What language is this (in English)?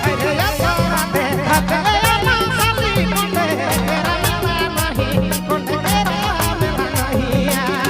Sadri